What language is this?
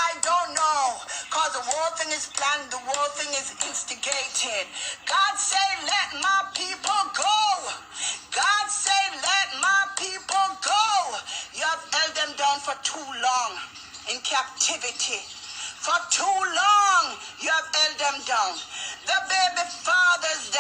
Jamaican Creole English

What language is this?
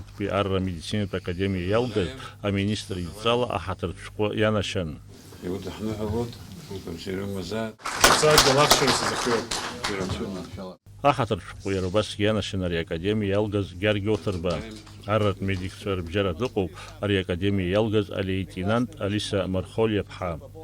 Abkhazian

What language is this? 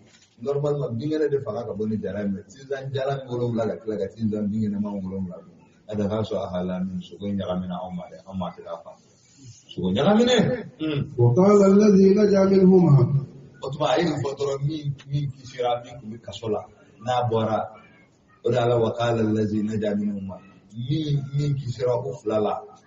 Bambara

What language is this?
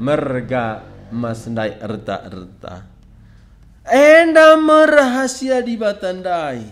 Batak Karo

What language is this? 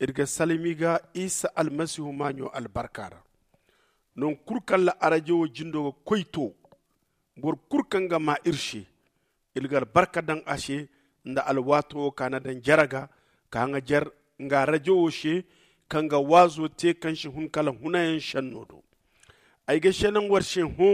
Zarma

